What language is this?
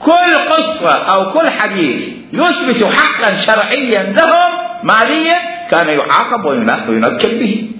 Mesopotamian Arabic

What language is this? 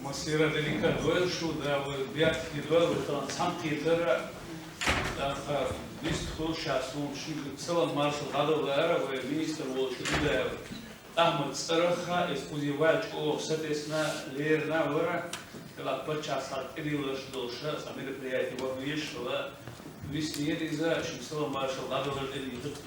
Chechen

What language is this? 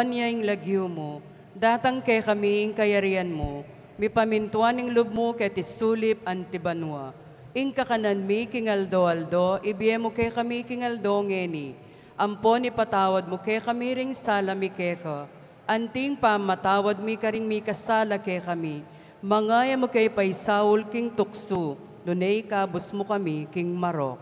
Pampanga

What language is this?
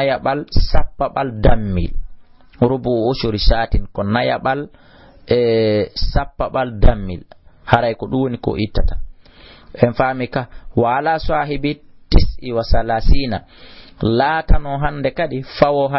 Fula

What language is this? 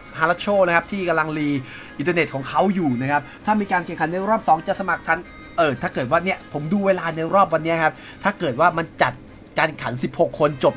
Thai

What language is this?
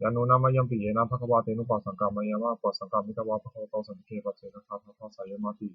Pali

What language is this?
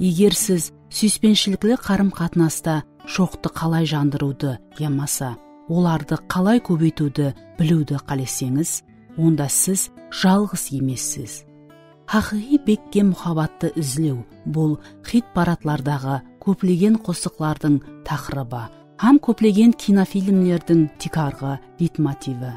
Kara-Kalpak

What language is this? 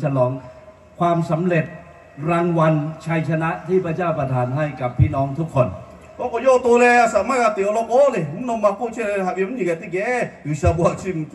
Lahu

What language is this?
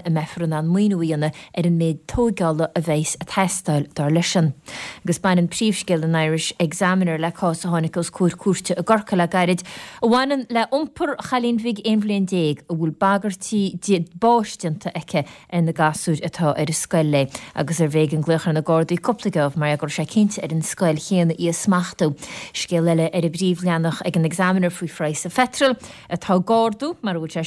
Irish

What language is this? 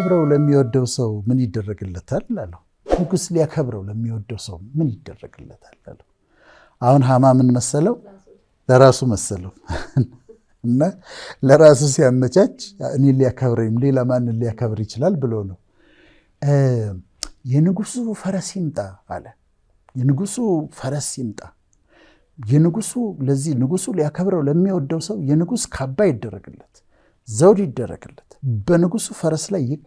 Amharic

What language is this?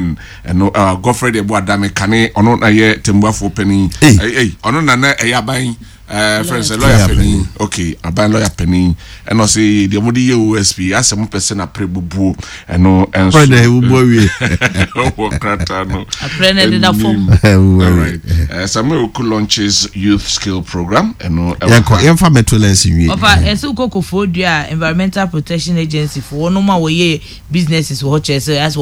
Akan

